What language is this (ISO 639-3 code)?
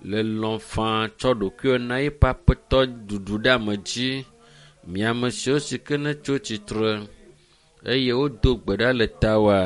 ewe